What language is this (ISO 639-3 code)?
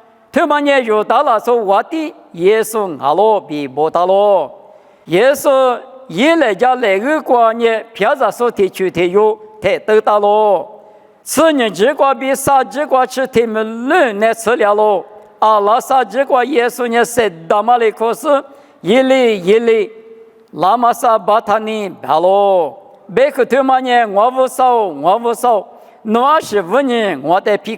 lis